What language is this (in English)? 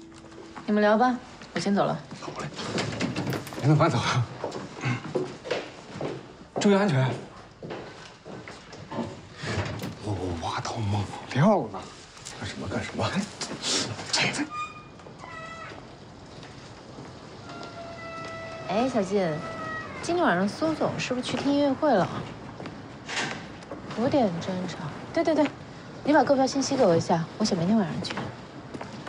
Chinese